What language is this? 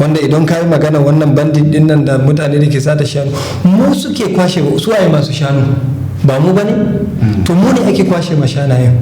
Hausa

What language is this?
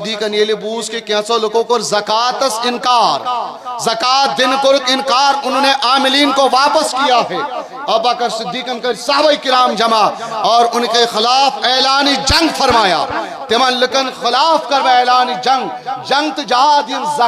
Kashmiri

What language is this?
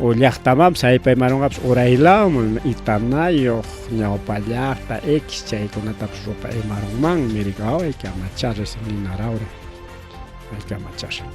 Ayacucho Quechua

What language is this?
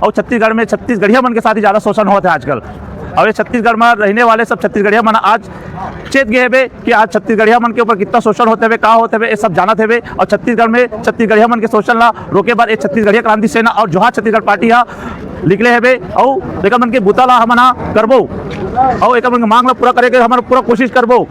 Chhattisgarhi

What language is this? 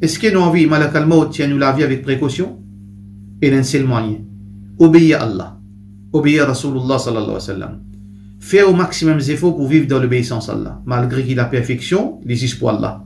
Morisyen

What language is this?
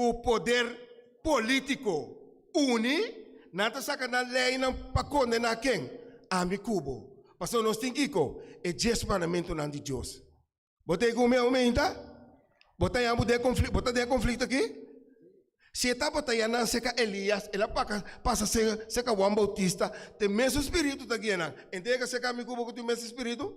Papiamento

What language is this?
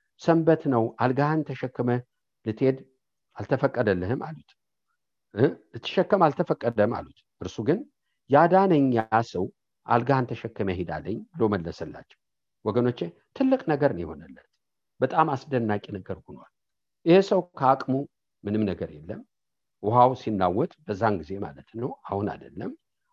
Amharic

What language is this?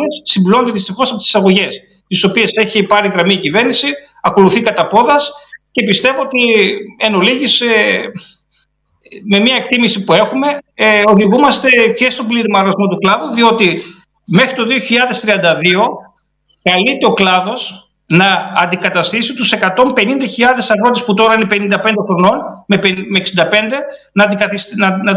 Greek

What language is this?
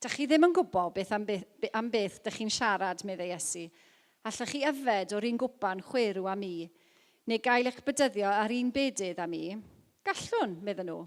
Welsh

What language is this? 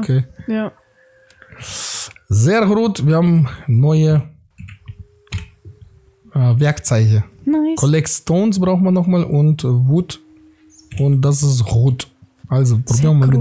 German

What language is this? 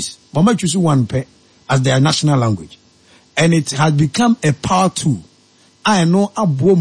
Akan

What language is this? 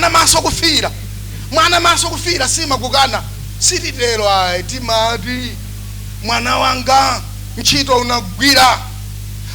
Nyanja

